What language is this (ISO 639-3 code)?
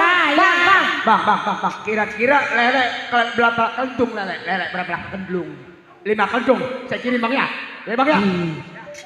bew